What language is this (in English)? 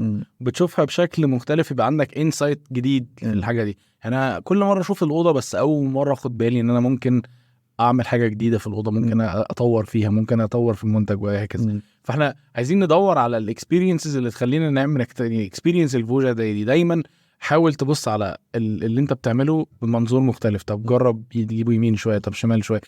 Egyptian Arabic